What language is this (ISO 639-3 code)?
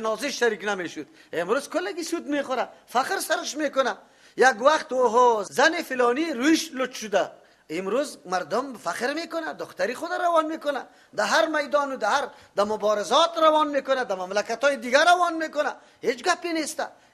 fas